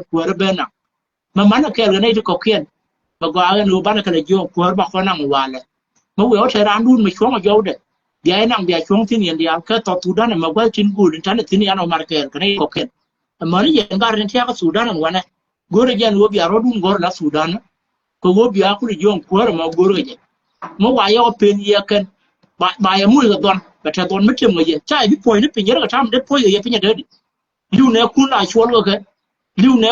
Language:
Nuer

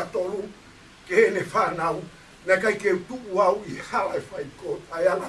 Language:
Tongan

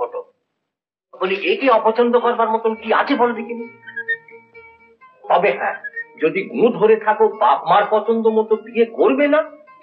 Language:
Bangla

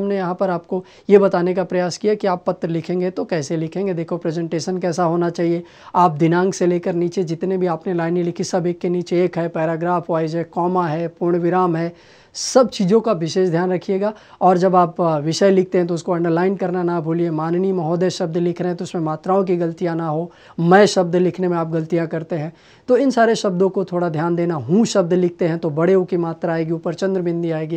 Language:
Hindi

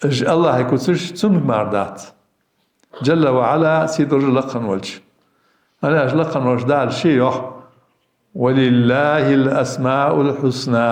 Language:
Ingush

